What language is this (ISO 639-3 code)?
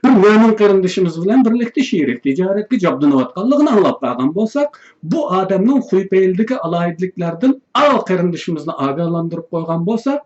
uig